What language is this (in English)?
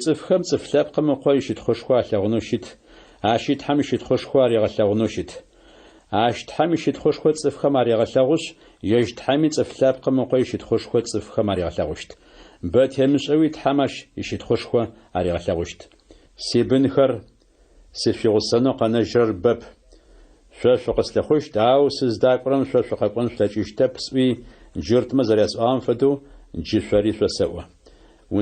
Adyghe